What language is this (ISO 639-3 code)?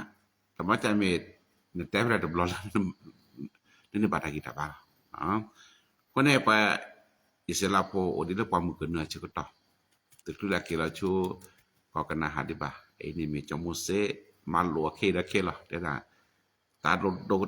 ksw